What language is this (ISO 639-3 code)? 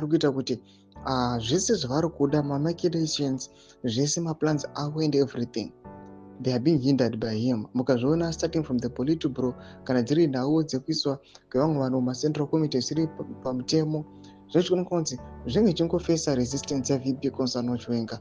sna